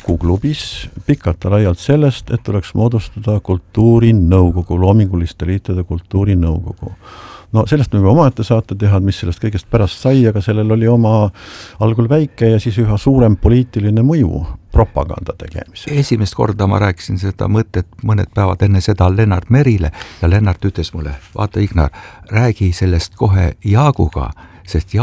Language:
Estonian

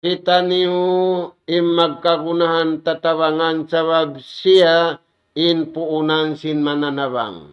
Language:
Tausug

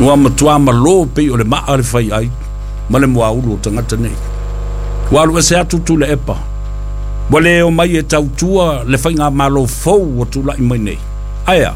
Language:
Samoan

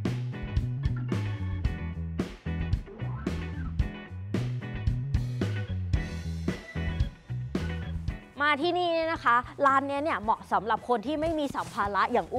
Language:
Thai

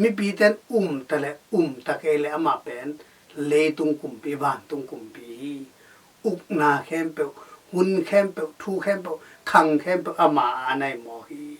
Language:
Tedim Chin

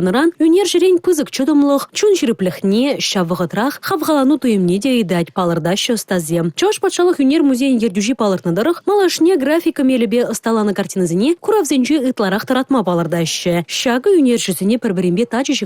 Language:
Chuvash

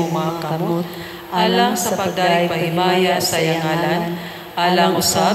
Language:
Cebuano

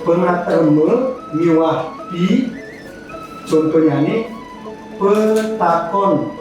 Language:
Balinese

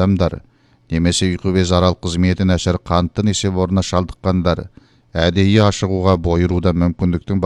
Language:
Kazakh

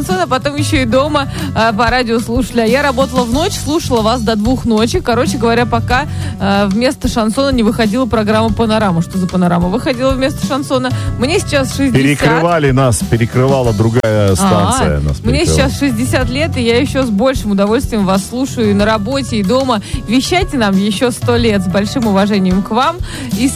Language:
Russian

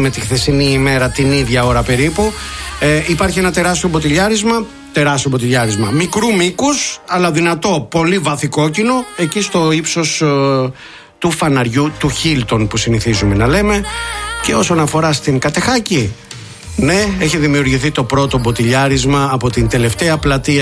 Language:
Greek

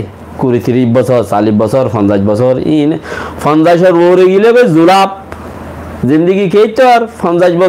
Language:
Rohingya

